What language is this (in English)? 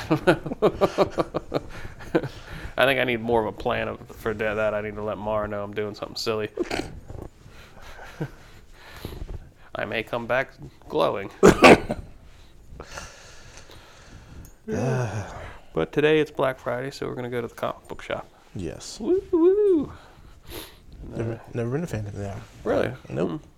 English